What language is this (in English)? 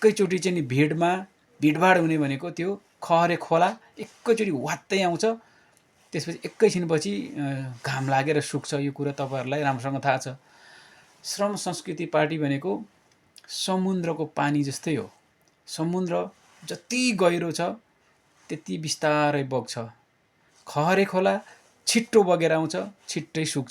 Nepali